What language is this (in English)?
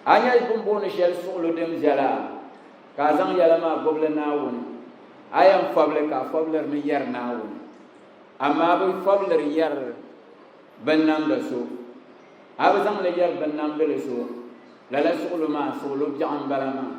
Dagbani